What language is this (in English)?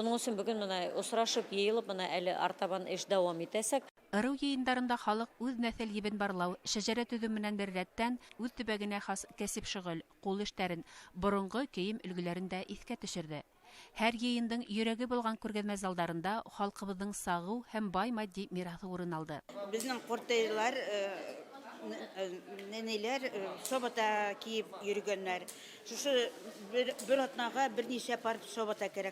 Bashkir